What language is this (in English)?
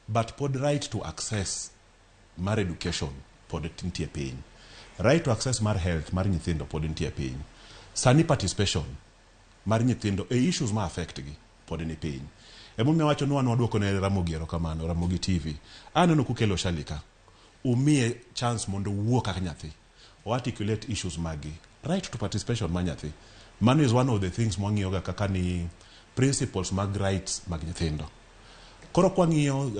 Luo (Kenya and Tanzania)